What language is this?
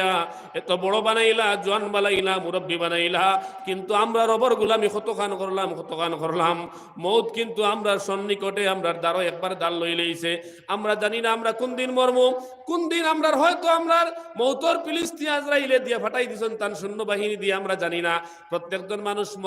Sylheti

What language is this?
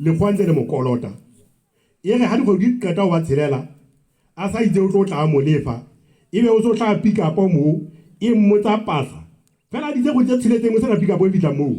Southern Sotho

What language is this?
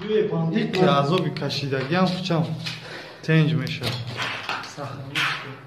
Tajik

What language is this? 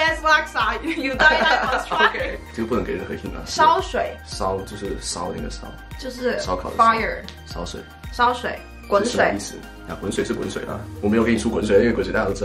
Chinese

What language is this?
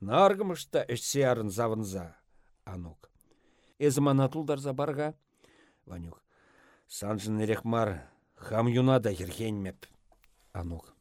Chuvash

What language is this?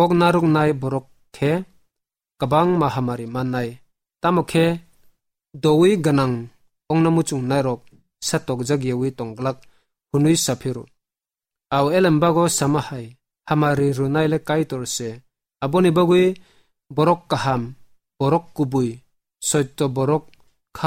Kok Borok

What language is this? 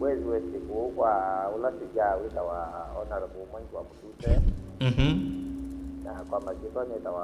Kamba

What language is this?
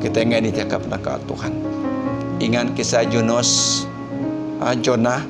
Iban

